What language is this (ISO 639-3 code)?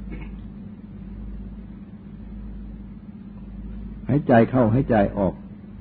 tha